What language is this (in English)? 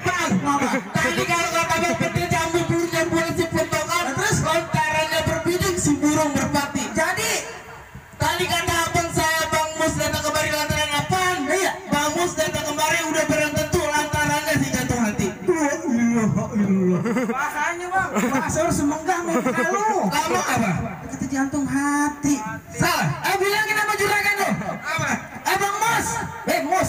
Betawi